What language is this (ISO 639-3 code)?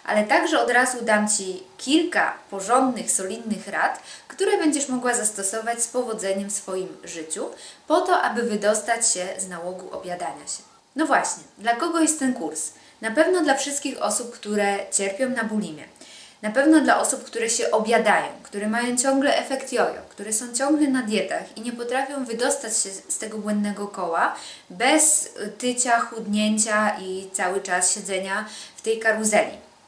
pol